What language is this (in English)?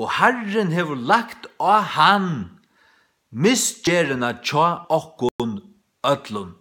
Faroese